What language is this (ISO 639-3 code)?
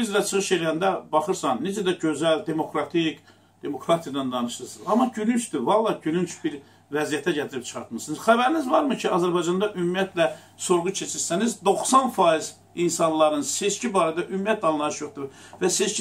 aze